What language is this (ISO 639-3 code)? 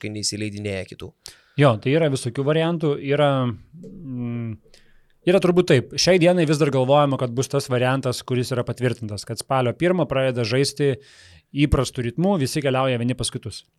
lit